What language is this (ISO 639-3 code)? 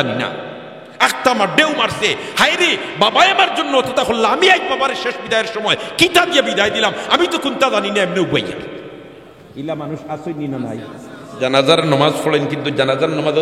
syl